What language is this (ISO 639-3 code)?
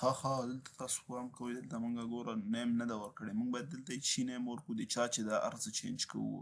pus